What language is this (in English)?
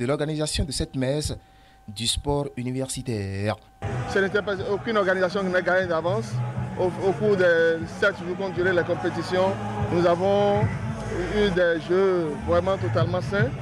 French